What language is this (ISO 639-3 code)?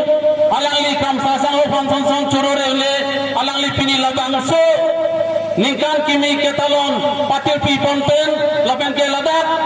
mjw